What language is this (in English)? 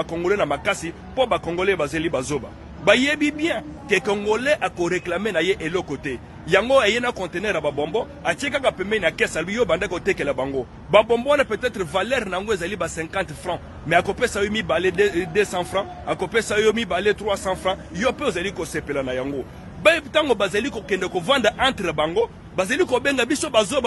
Lingala